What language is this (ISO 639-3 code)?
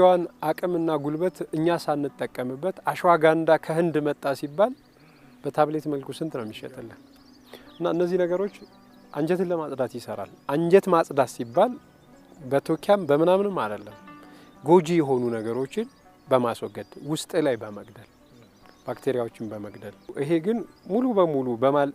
amh